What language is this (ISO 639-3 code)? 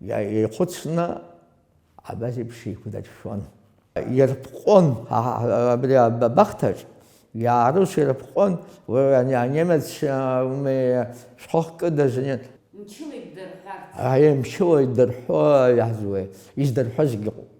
abk